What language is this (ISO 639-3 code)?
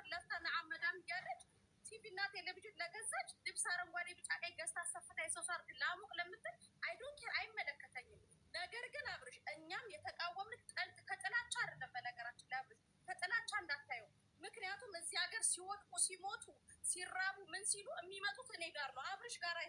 amh